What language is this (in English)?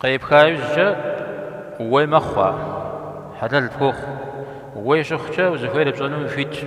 Kabardian